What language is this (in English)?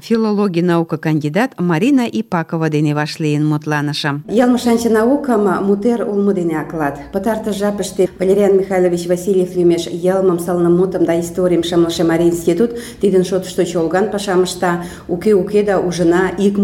Mari